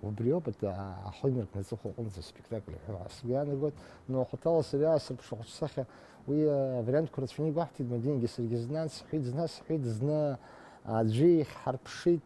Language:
Abkhazian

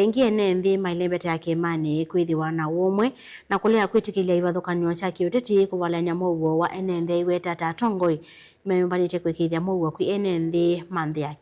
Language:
Kamba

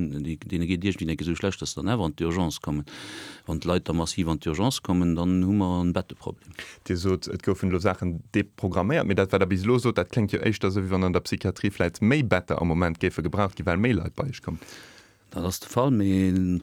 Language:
Luxembourgish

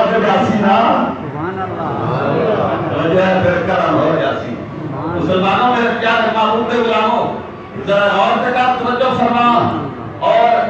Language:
Saraiki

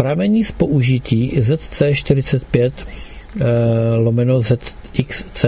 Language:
Czech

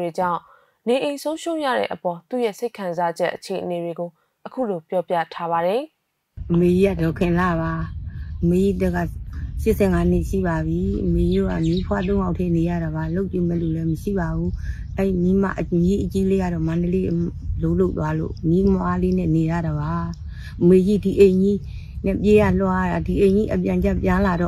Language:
Burmese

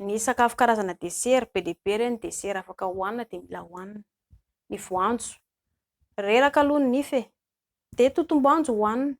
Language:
Malagasy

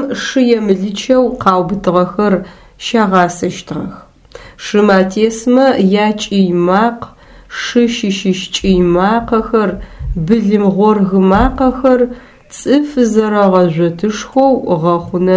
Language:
Adyghe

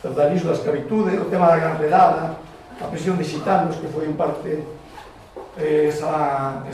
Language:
Galician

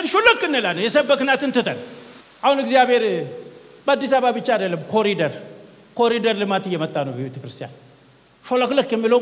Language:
Amharic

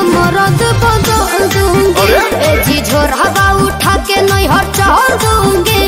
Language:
Bhojpuri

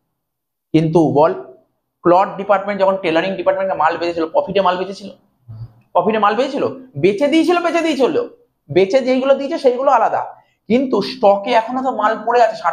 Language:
Bangla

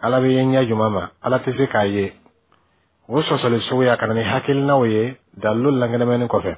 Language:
Bambara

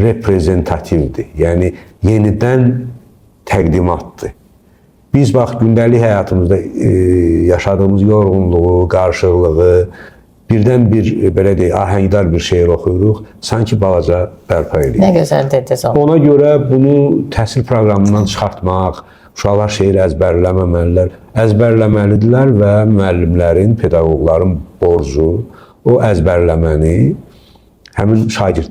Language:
Azerbaijani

